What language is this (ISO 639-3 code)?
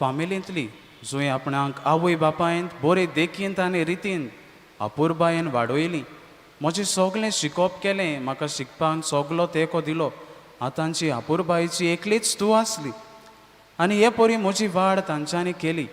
kok